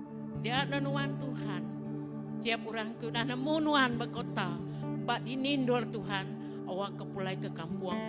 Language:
Iban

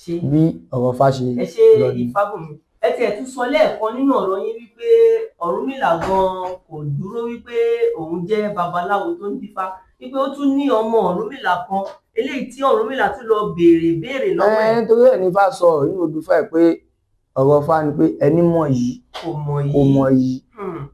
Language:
Yoruba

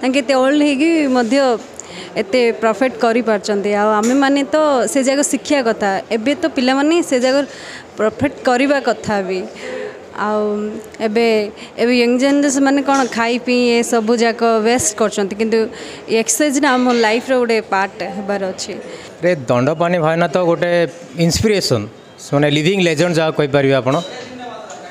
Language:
Odia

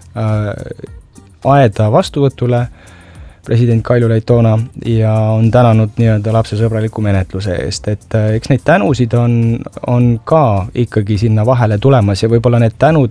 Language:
Estonian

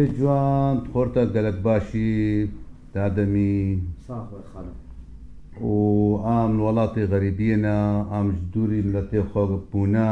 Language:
Kurdish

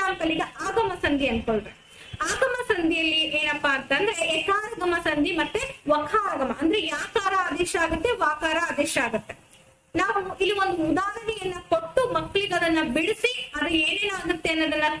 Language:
Kannada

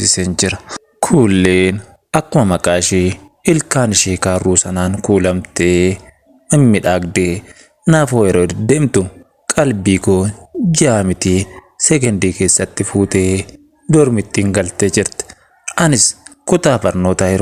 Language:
Oromo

